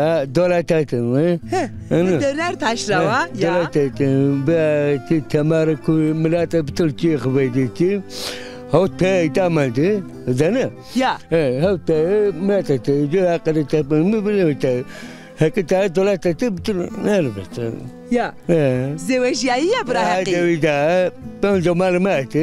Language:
Zaza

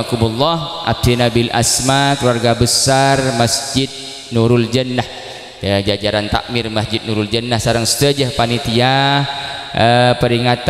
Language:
Madurese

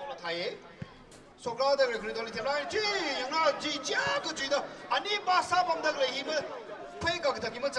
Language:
Tangkhul Naga (India)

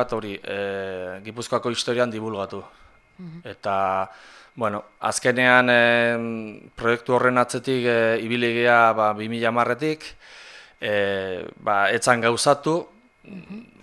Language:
Basque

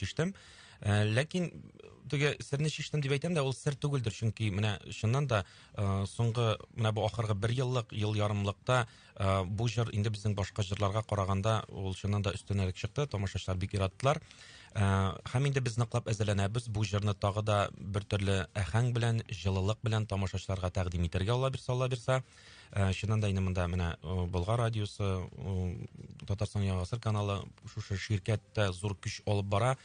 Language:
Tatar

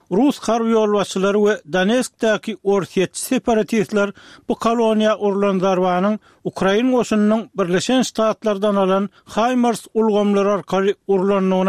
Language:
Turkmen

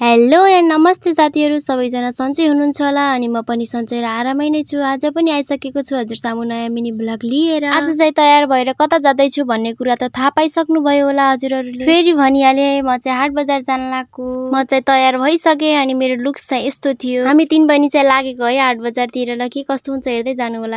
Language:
Nepali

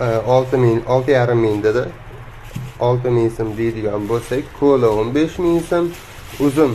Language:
Uzbek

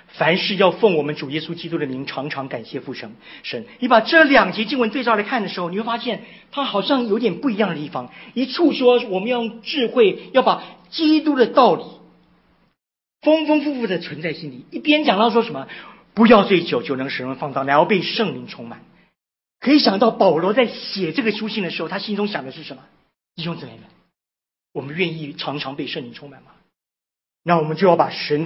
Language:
Chinese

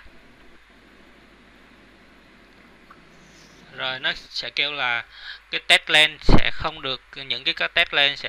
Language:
Vietnamese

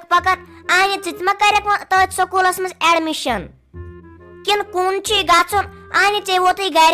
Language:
Kashmiri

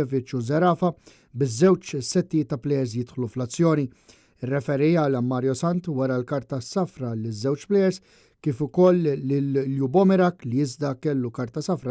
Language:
Maltese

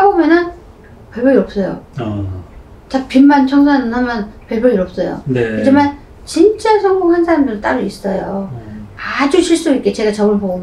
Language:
Korean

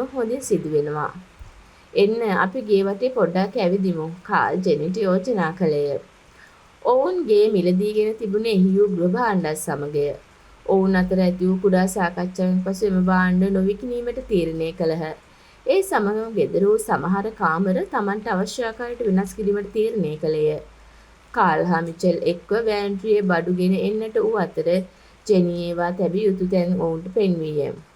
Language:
Sinhala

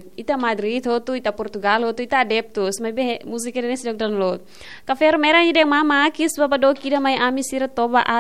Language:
Tetum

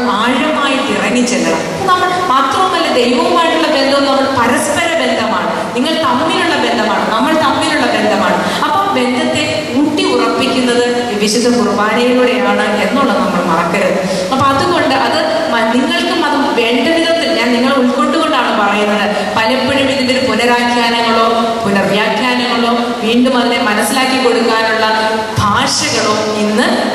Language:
Malayalam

